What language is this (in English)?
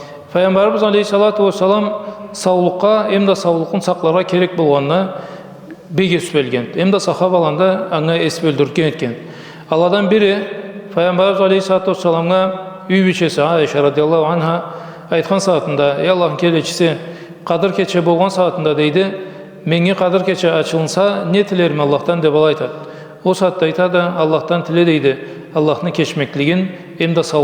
Karachay-Balkar